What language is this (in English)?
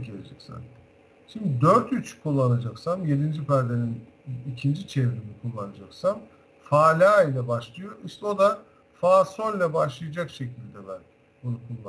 Turkish